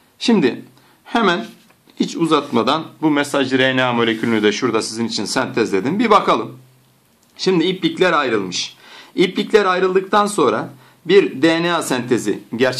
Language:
Turkish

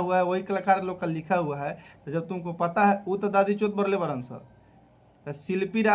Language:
Bhojpuri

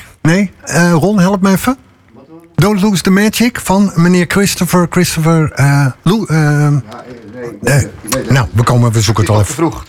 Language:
Dutch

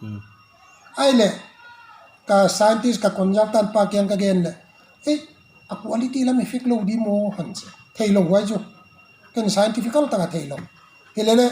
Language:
Paite Chin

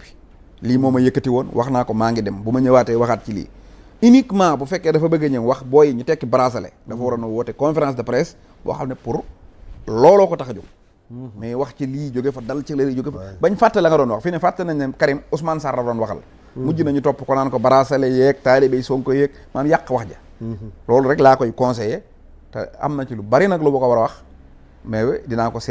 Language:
Wolof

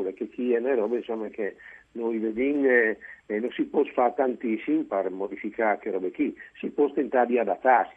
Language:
Friulian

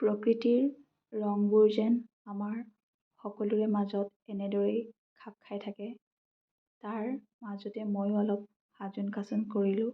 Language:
Assamese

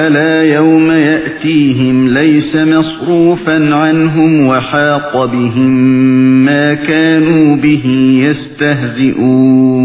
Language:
Uyghur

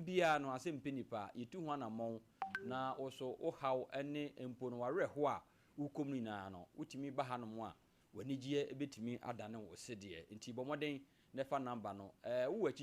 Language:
Akan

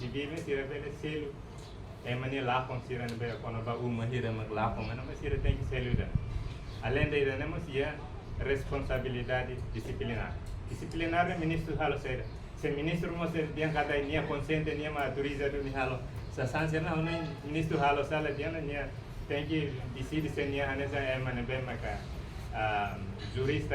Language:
Tetum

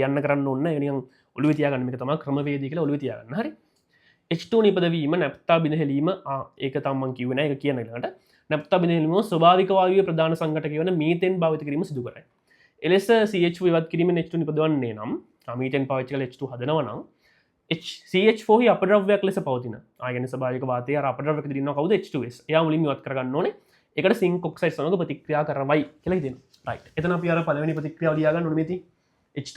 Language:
Sinhala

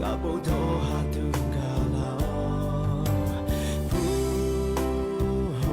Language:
Lahu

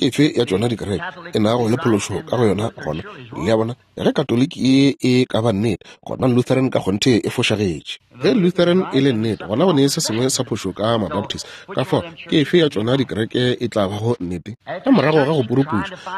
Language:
Northern Sotho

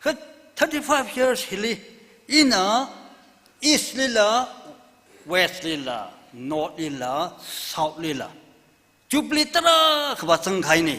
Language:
Tangkhul Naga (India)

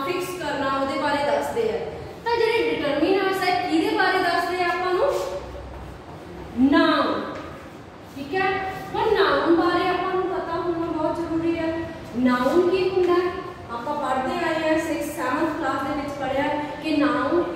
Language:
Punjabi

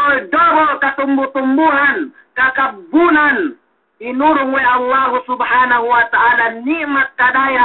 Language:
Yakan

